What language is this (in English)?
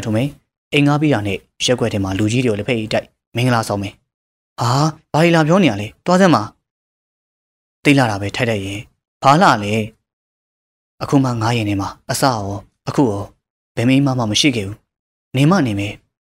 Burmese